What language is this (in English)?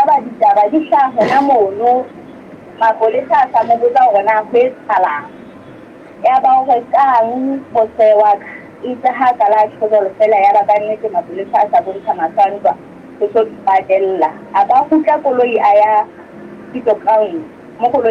Southern Sotho